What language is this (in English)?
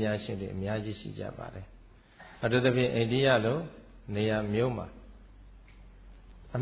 Burmese